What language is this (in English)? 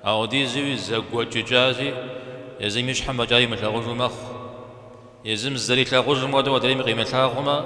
Kabardian